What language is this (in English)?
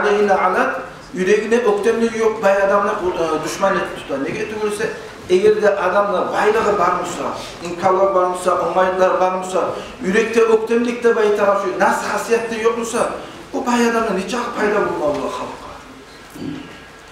Kumyk